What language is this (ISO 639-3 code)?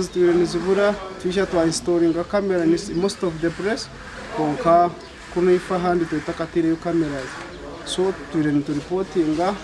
nyn